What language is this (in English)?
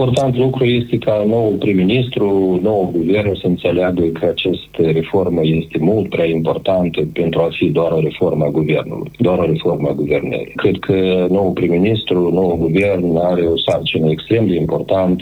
Romanian